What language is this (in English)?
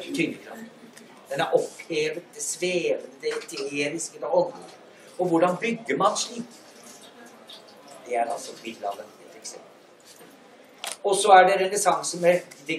Norwegian